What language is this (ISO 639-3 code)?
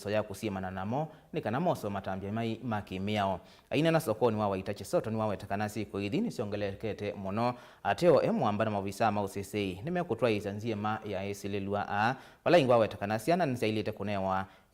kam